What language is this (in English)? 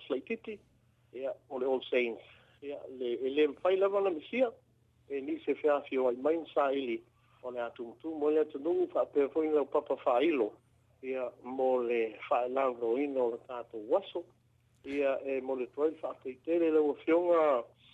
Samoan